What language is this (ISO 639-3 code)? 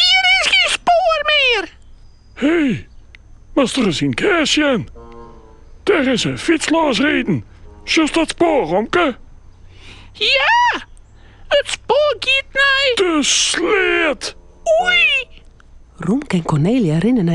fry